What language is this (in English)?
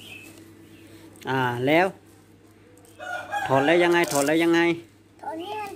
Thai